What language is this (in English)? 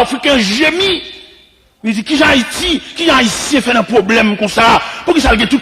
Haitian Creole